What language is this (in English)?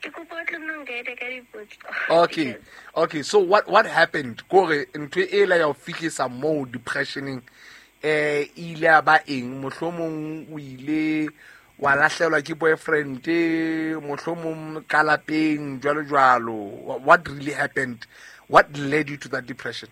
Southern Sotho